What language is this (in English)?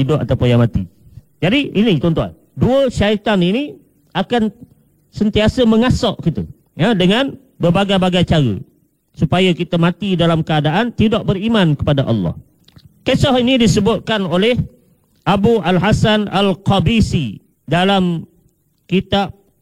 Malay